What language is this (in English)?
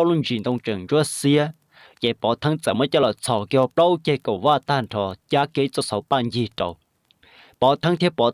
Hmong